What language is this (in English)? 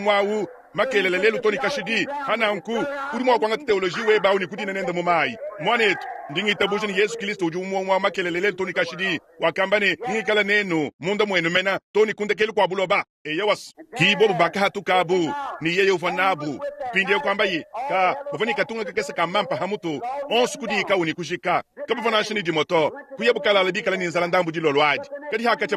Luba-Lulua